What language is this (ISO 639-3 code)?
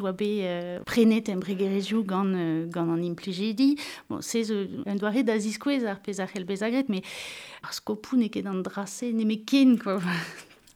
bre